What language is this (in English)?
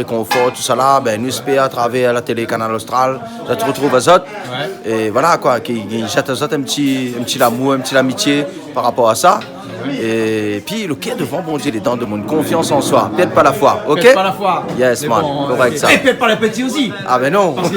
Réunion Creole French